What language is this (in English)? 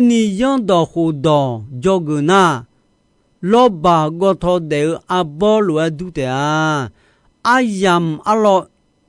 Akha